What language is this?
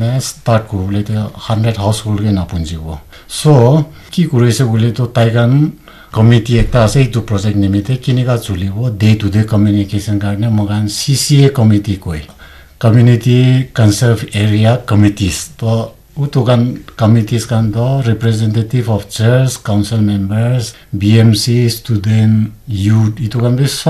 Naga Pidgin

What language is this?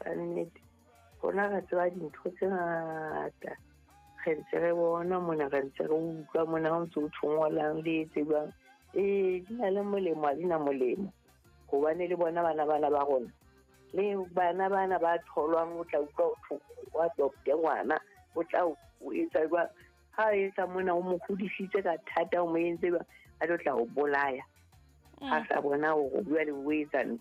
Southern Sotho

